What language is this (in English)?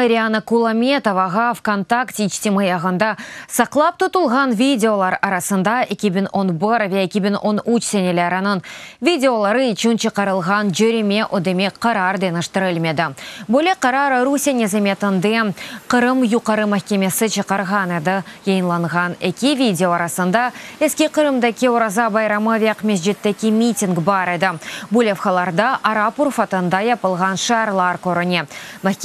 Crimean Tatar